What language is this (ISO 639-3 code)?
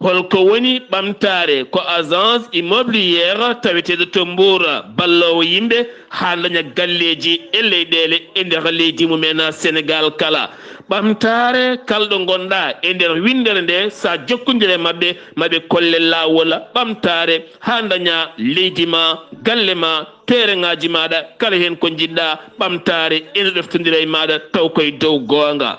ful